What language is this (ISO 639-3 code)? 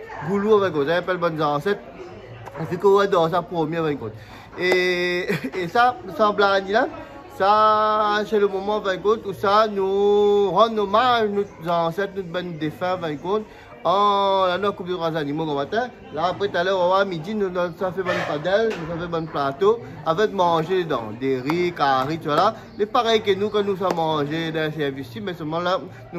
rcf